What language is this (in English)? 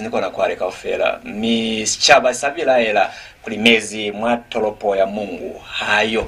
Lozi